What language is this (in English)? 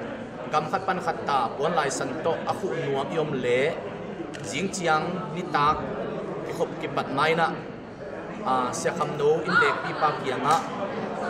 Tedim Chin